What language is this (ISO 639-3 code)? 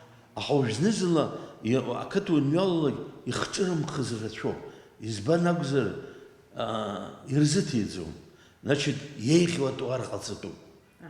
abk